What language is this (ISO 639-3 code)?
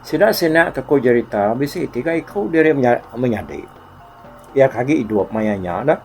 iba